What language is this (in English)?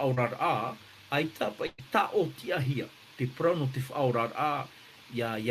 Tahitian